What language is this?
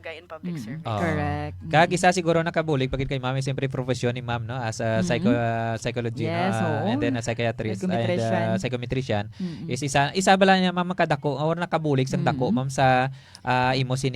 Hiligaynon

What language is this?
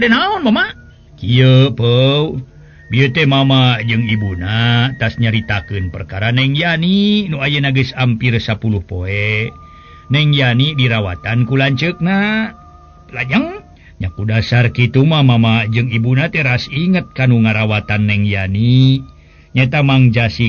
Sundanese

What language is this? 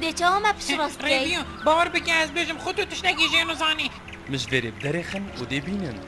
Kurdish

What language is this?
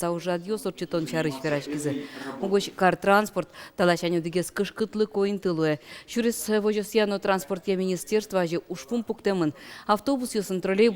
Udmurt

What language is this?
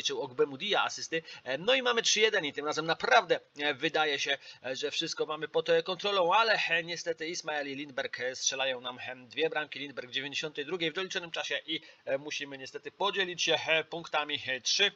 Polish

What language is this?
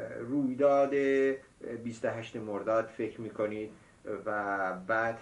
Persian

